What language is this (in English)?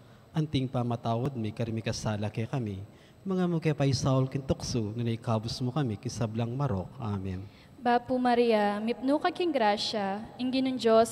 Pampanga